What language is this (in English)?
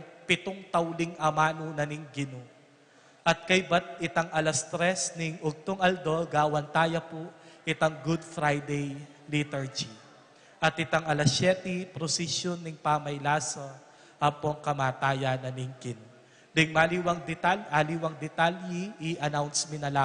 Pampanga